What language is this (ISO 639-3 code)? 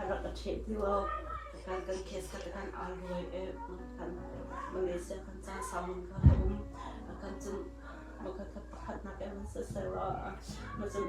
cnh